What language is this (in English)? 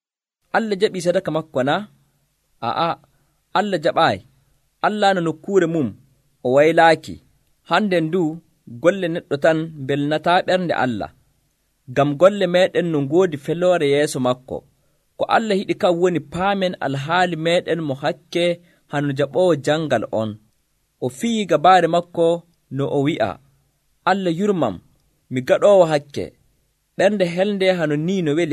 Nigerian Fulfulde